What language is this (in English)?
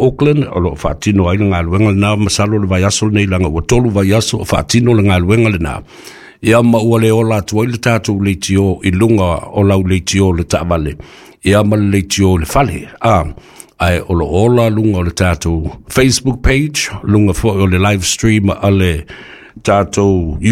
Samoan